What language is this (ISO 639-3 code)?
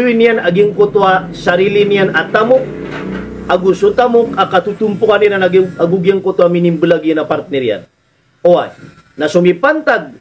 mrw